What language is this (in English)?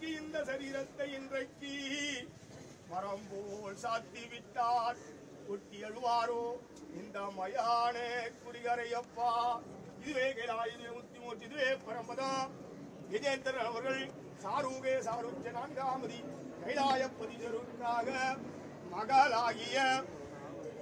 Tamil